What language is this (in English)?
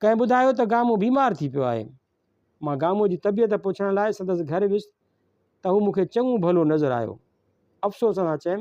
Sindhi